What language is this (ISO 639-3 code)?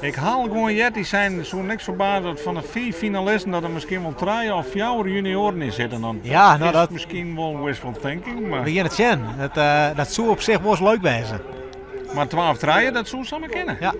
fry